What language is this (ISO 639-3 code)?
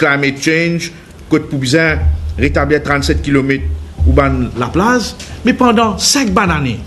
mfe